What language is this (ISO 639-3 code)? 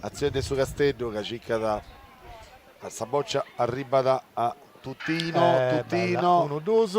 srd